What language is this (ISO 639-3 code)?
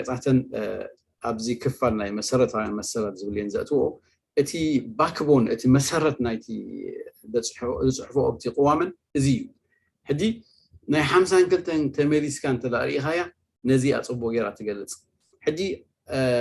tir